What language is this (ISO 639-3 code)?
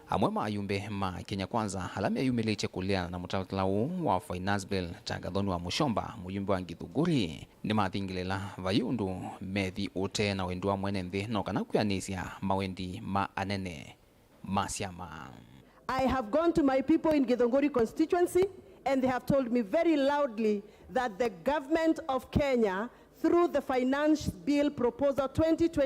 kam